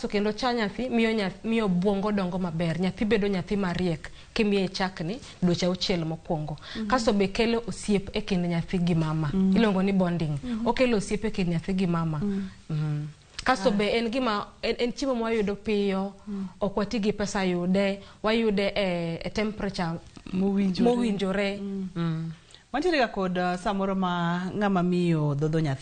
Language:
Luo (Kenya and Tanzania)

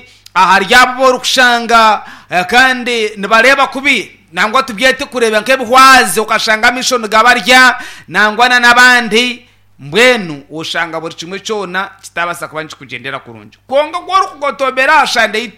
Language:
Nyankole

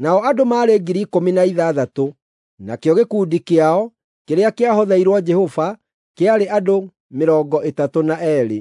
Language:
Kikuyu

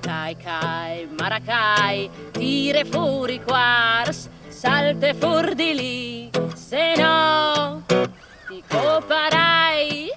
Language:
Friulian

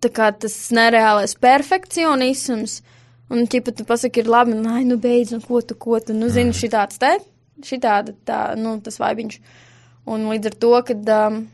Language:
Latvian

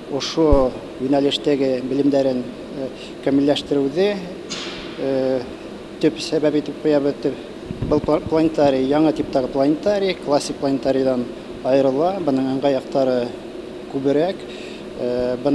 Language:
Bashkir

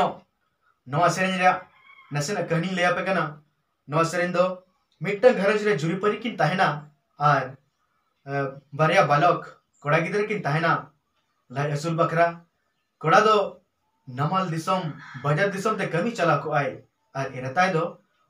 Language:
Santali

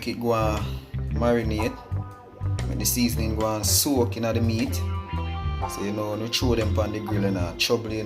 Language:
Jamaican Creole English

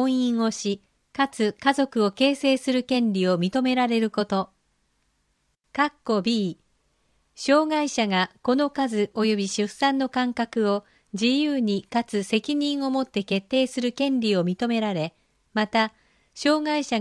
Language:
Japanese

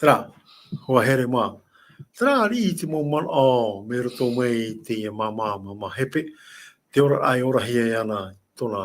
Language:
Tahitian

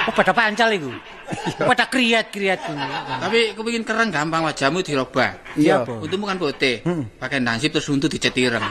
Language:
Javanese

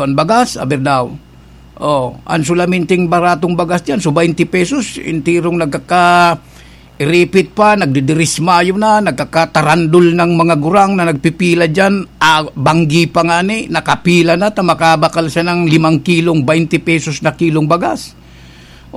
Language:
Bikol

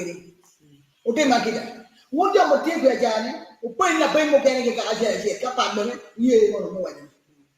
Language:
Acoli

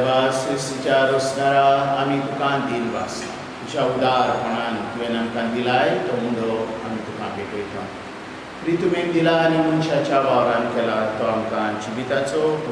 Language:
Konkani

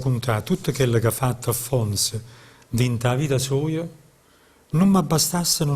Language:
Neapolitan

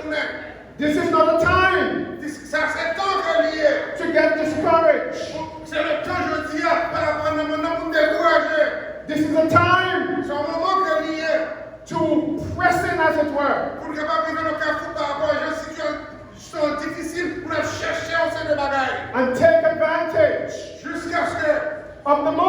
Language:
Haitian Creole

